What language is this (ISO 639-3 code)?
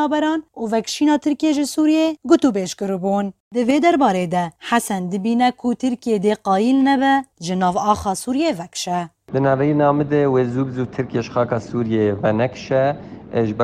kur